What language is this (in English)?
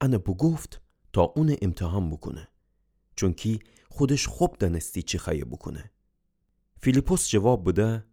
Gilaki